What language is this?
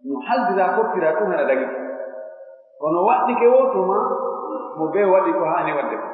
Pular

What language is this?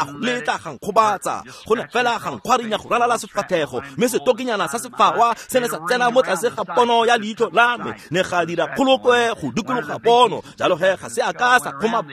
Tswana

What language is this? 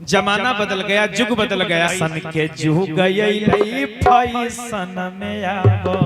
Magahi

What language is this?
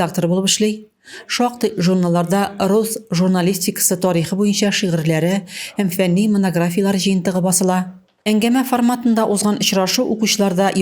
Tatar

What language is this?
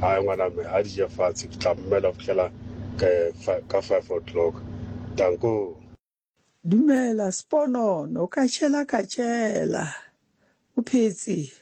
Southern Sotho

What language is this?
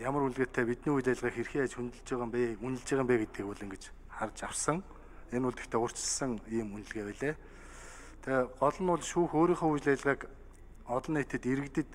Mongolian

